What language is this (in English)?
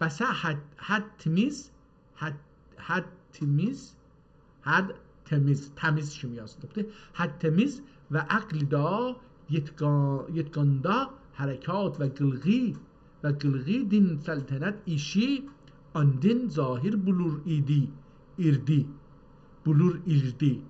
South Azerbaijani